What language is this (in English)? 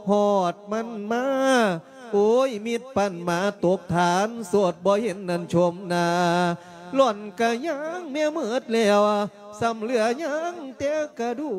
Lao